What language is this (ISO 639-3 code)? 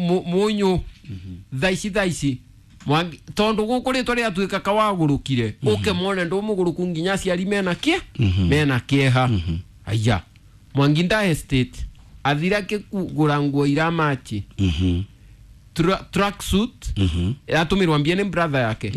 kik